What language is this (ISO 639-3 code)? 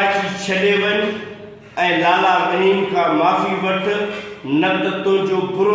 snd